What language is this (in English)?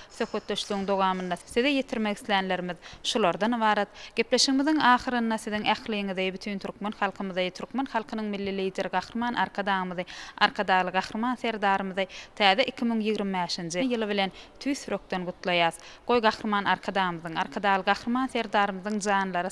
Turkmen